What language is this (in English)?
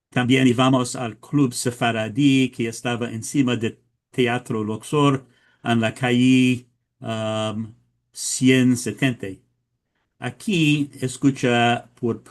Ladino